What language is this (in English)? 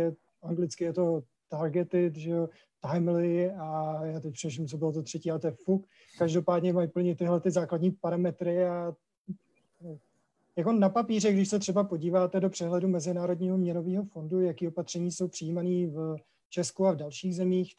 Czech